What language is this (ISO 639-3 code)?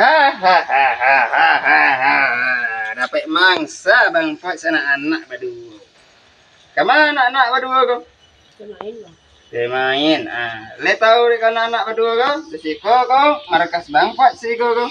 min